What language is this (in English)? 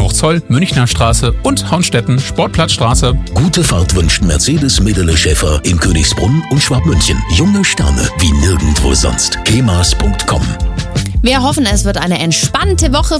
German